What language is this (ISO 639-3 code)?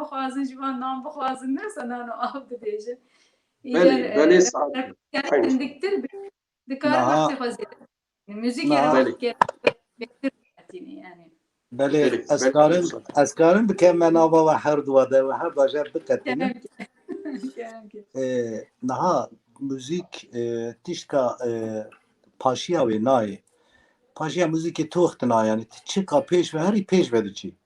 kur